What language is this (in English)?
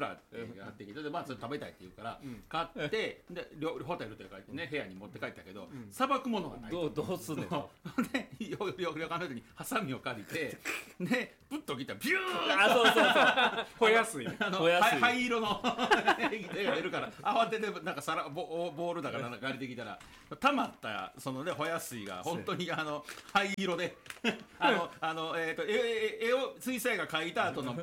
Japanese